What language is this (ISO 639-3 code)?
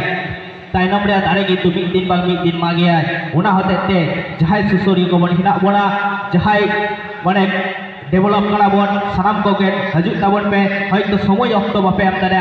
sat